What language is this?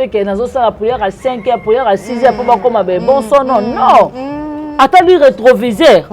Lingala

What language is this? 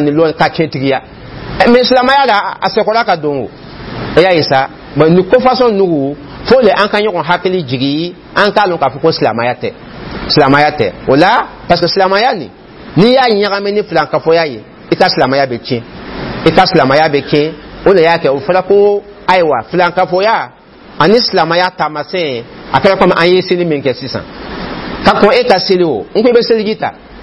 Dyula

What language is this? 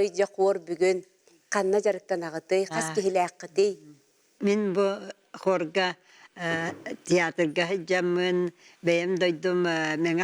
Yakut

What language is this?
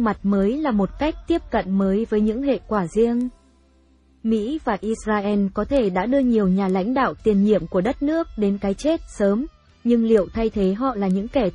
Vietnamese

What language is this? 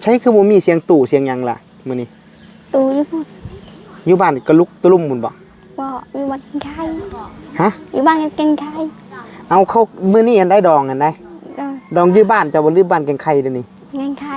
Northeastern Thai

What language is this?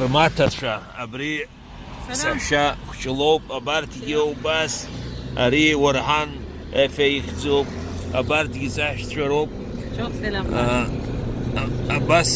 Abkhazian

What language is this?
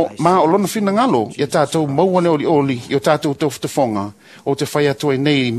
Samoan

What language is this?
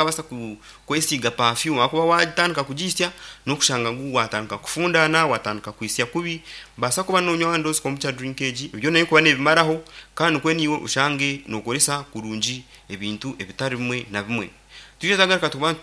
Nyankole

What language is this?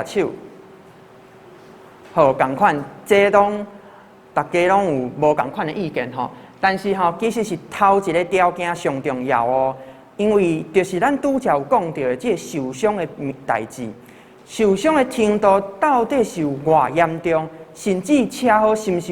Min Nan Chinese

